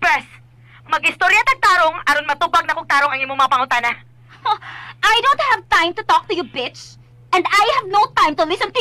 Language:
Cebuano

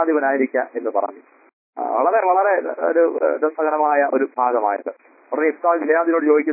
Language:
Malayalam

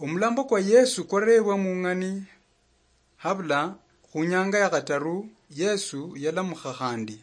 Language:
Luyia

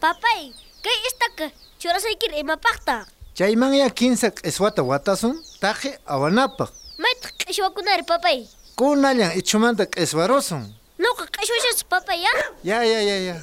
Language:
South Bolivian Quechua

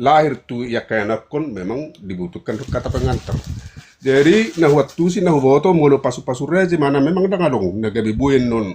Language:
Batak Toba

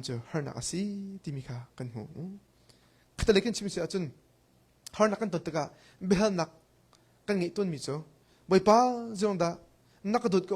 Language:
Hakha Chin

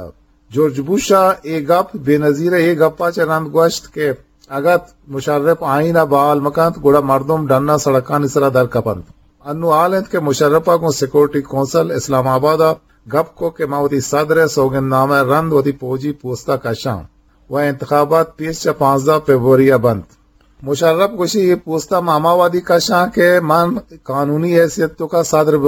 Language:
Eastern Balochi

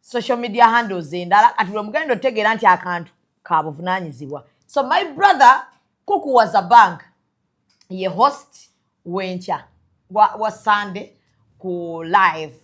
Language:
Ganda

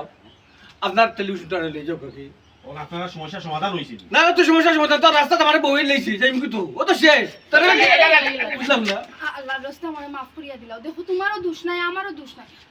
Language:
Sylheti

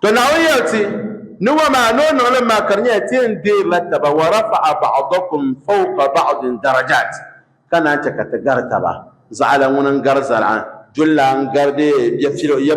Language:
Dagbani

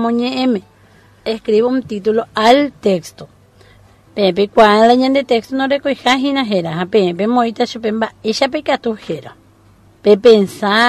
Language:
Guarani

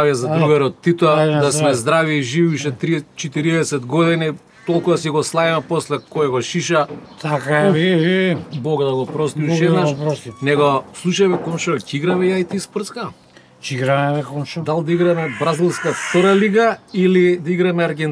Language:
Macedonian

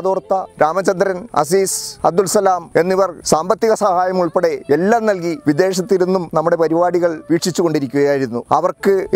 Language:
Malayalam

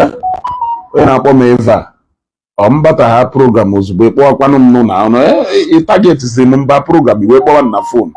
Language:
Igbo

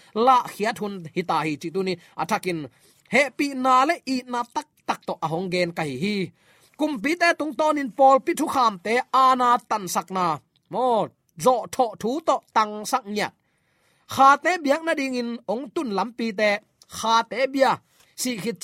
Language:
Tedim Chin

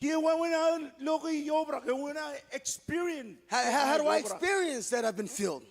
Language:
Marshallese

